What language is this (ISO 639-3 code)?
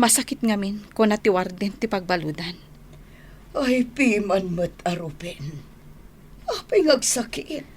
ilo